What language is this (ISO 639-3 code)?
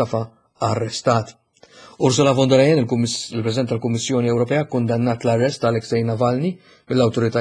mlt